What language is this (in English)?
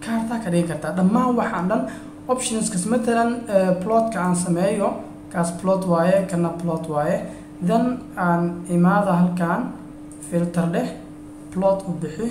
Somali